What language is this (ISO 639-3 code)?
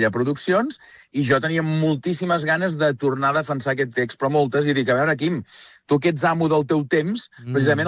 cat